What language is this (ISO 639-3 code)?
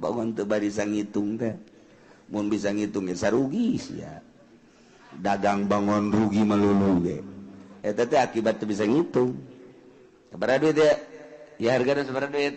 sun